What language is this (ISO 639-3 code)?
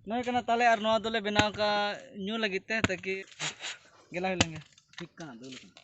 sat